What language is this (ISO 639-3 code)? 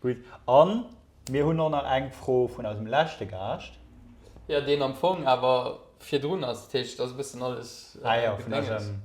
ltz